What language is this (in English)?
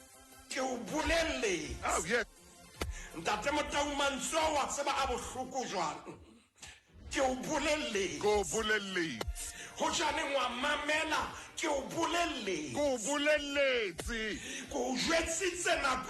Southern Sotho